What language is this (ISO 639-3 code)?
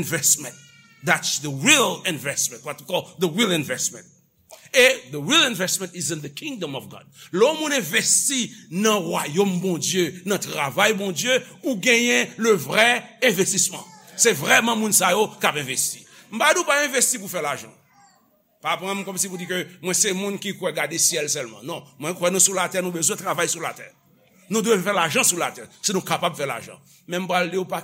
hat